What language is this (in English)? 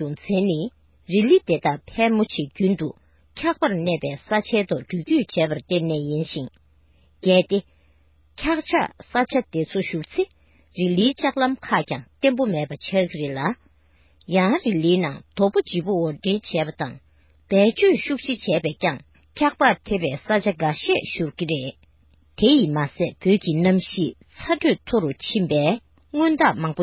Tibetan